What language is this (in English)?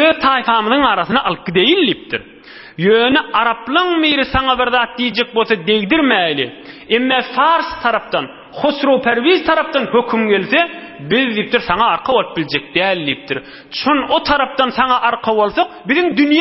Turkmen